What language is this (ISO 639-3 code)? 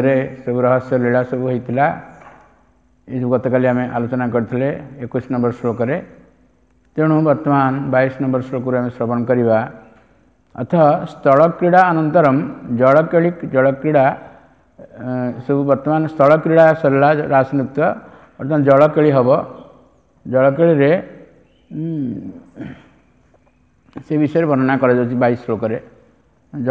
ori